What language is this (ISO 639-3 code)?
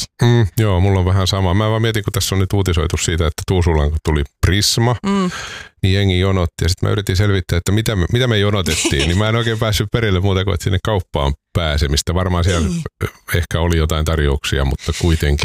fin